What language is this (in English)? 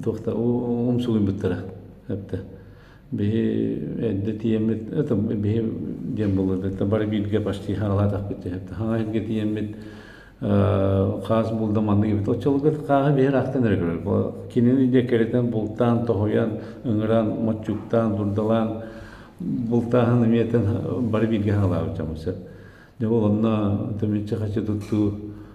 Yakut